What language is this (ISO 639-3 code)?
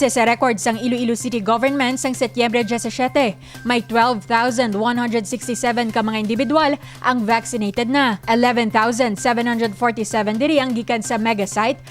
hil